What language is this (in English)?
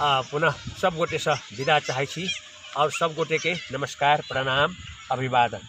Maithili